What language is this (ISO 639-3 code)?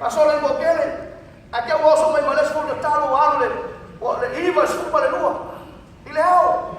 smo